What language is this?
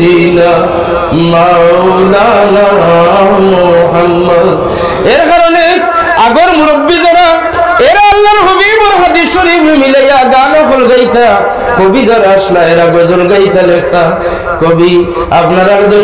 Sylheti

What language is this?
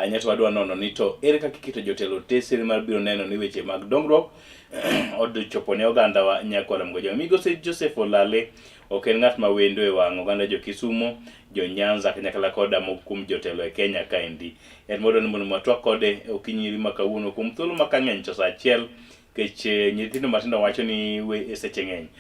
Luo (Kenya and Tanzania)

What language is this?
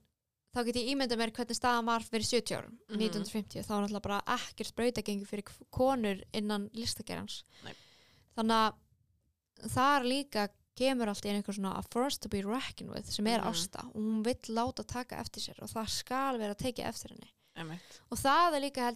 Icelandic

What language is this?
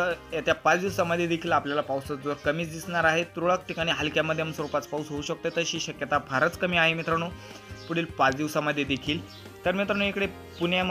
Marathi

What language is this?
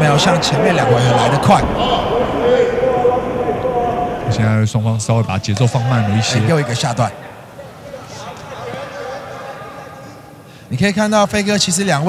Chinese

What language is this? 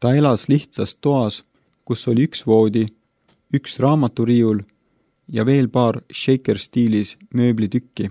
Estonian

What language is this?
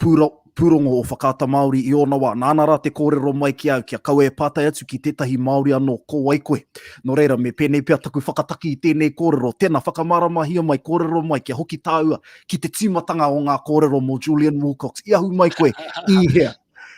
Māori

